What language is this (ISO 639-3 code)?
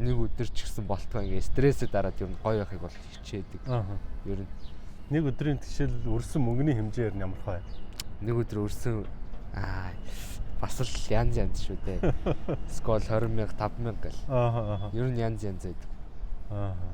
mon